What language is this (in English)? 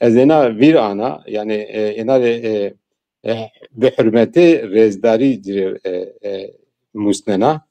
Zaza